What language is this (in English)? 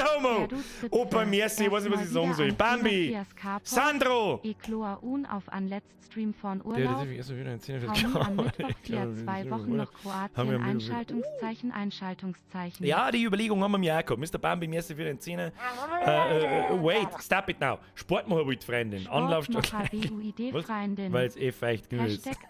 Bavarian